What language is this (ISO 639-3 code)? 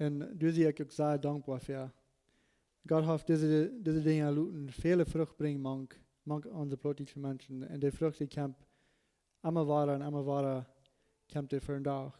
pdt